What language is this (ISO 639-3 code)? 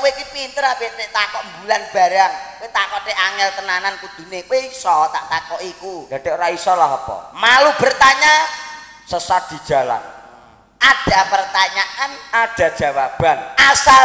jav